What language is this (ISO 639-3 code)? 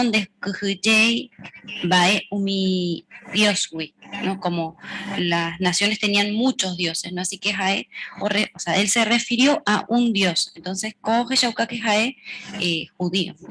grn